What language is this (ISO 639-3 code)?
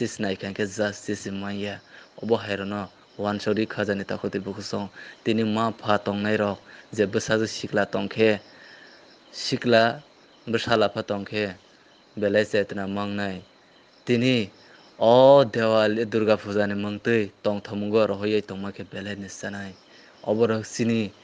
ria